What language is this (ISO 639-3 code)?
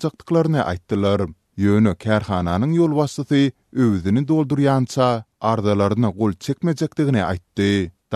tuk